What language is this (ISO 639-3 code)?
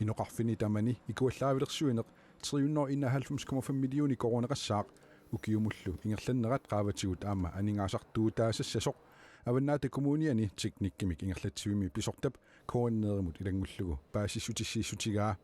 kal